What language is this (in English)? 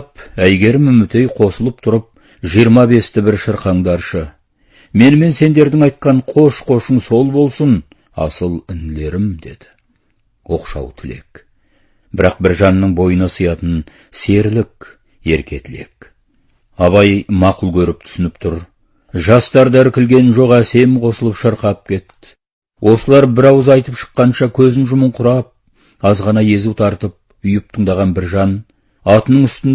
Kazakh